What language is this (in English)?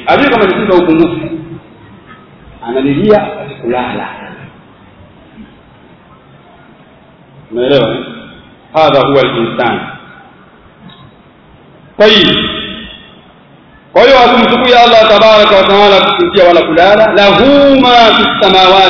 Swahili